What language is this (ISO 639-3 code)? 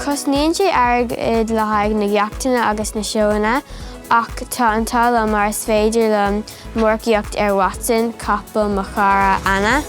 gle